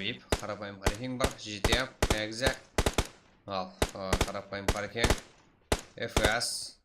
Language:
Kara-Kalpak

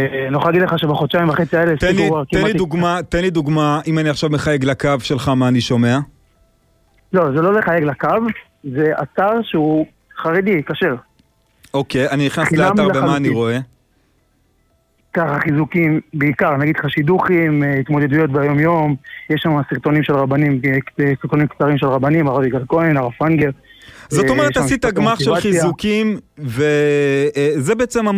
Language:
Hebrew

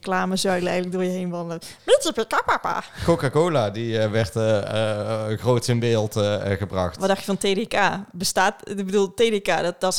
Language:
Dutch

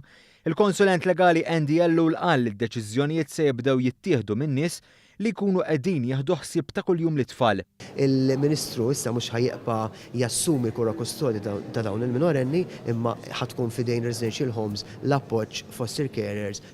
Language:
Maltese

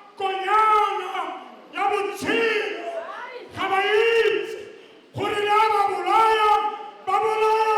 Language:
Tswana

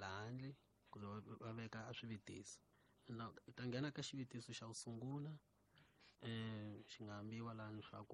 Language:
Tsonga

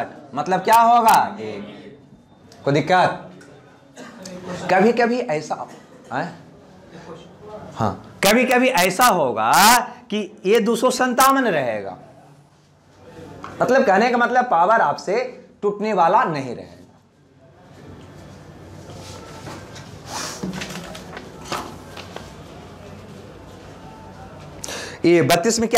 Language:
Hindi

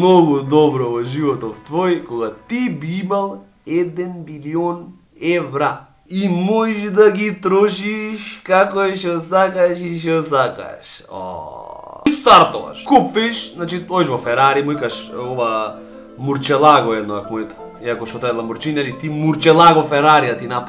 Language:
Macedonian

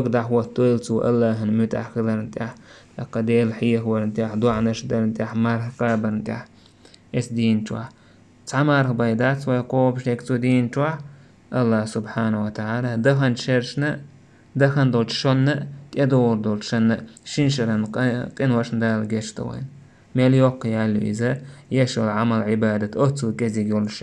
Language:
Chechen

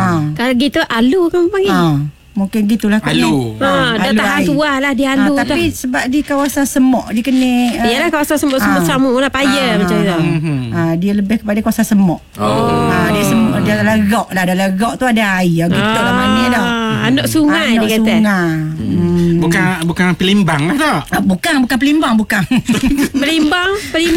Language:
Malay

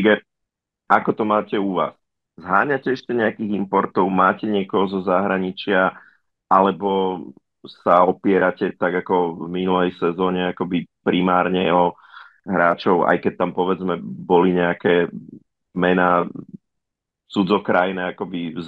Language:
Slovak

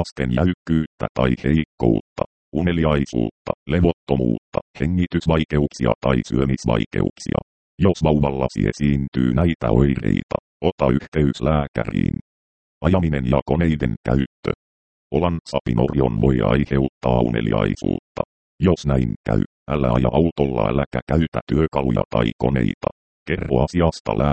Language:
Finnish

